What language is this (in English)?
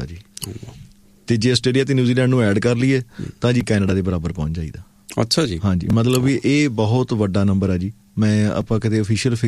Punjabi